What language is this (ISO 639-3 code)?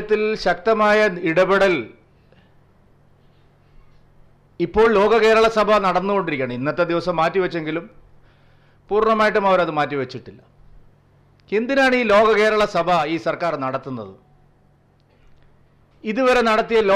mal